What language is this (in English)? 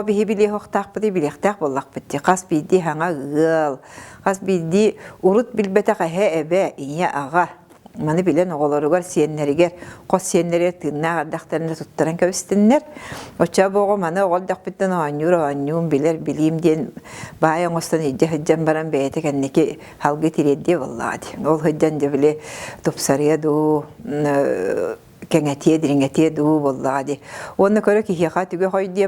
Yakut